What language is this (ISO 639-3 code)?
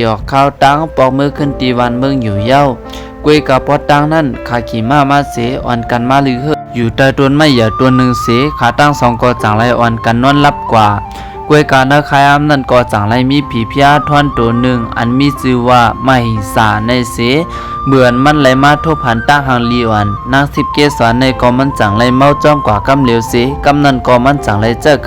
shn